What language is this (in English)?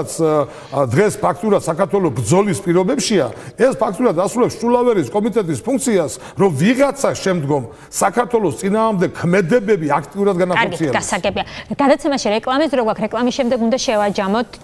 Georgian